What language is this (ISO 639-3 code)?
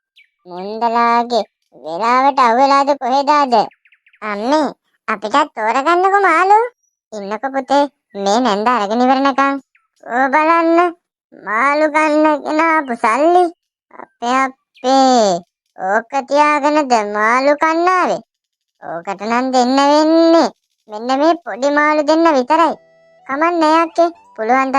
sin